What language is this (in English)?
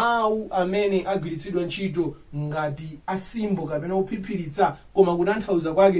Nyanja